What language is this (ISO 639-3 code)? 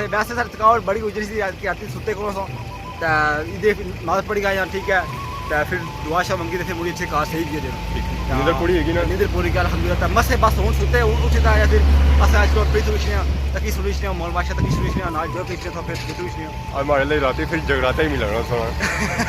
phr